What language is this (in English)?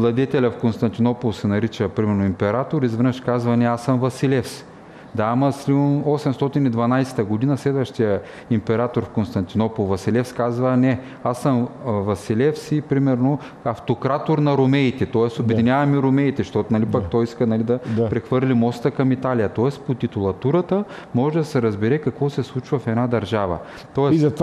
Bulgarian